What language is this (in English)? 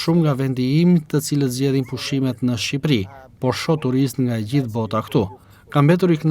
Albanian